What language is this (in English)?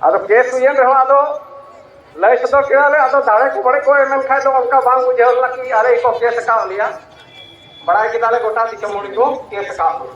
Santali